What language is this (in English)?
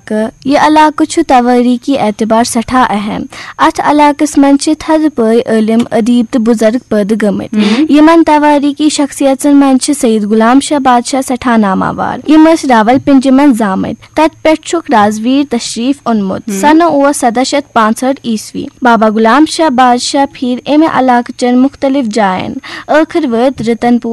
Kashmiri